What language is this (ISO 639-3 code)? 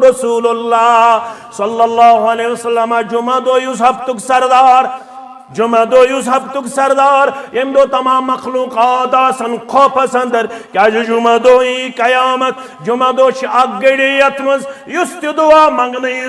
kas